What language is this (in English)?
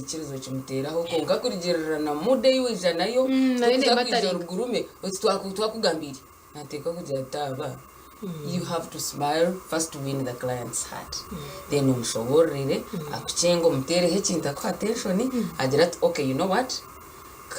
Nyankole